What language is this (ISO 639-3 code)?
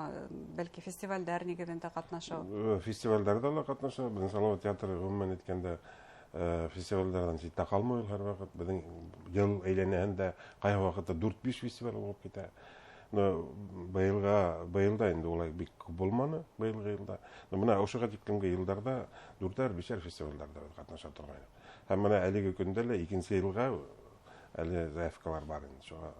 bak